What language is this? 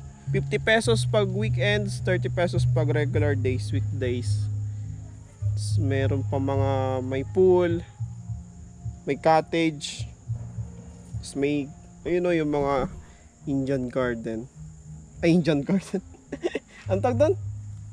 Filipino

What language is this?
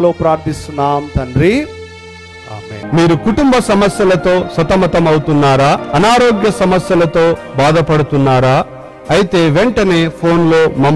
Telugu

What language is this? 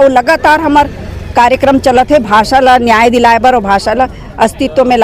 Chhattisgarhi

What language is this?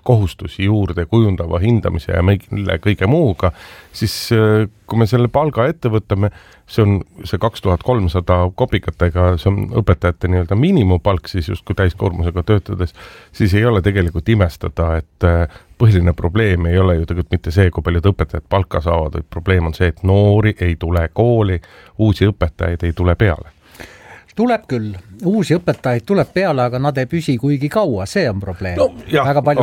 Estonian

